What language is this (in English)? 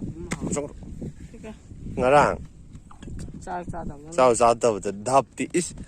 Manipuri